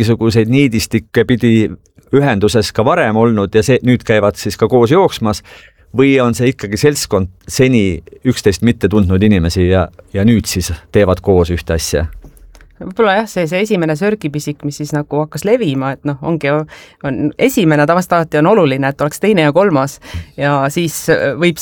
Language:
Estonian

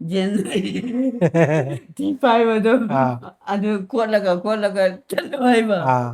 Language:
Manipuri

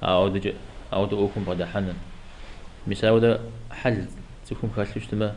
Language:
Kabardian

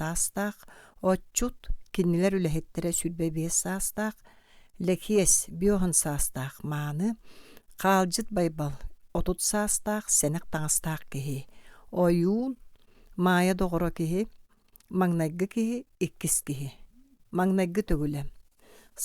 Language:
Yakut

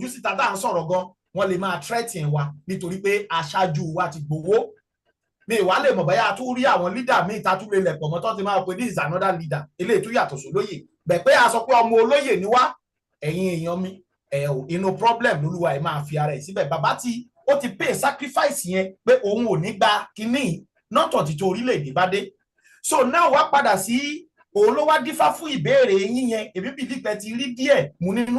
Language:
Yoruba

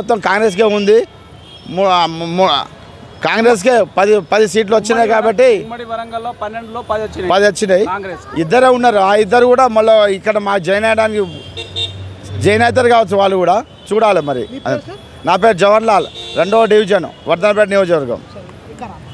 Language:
Telugu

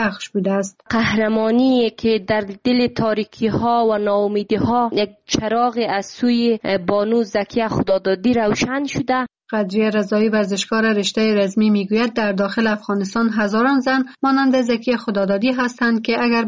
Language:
Persian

